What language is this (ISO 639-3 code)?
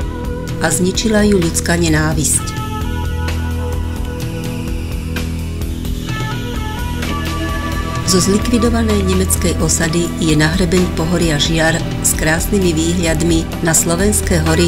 slk